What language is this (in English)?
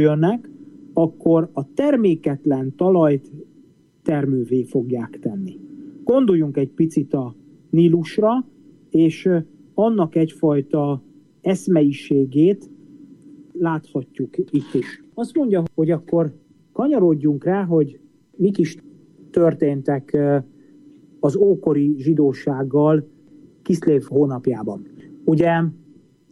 Hungarian